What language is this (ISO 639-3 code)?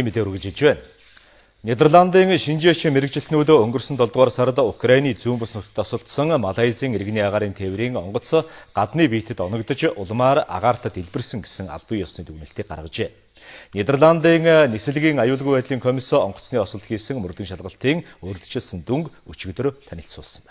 mon